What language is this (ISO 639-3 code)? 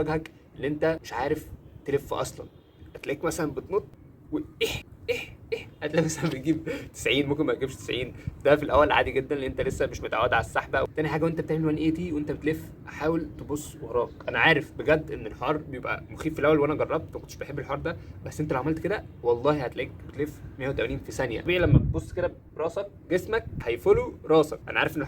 arz